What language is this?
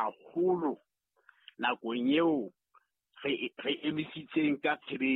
Southern Sotho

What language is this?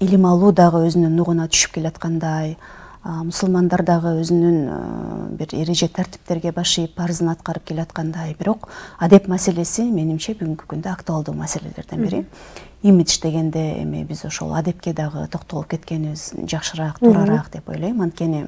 Kyrgyz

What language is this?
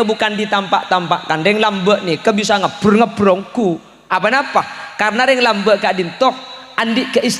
Madurese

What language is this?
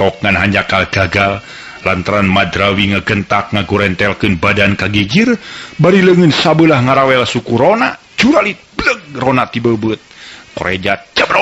Sundanese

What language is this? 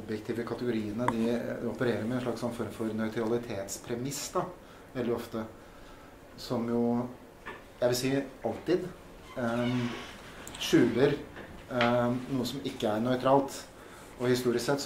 Norwegian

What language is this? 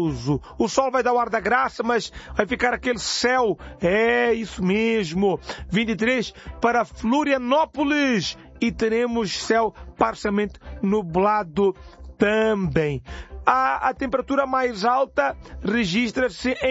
Portuguese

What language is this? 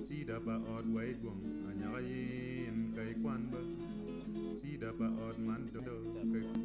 Acoli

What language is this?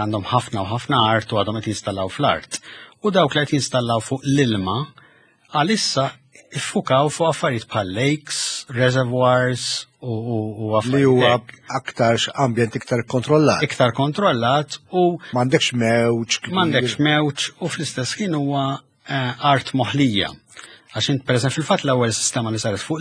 Maltese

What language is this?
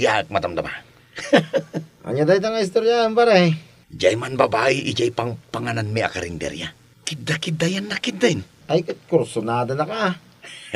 Iloko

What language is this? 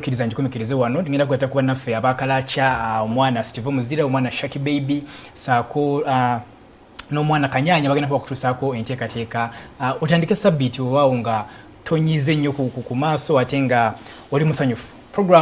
Ganda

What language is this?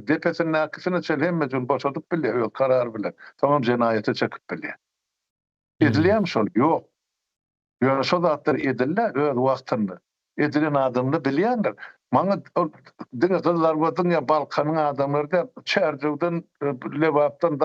Turkmen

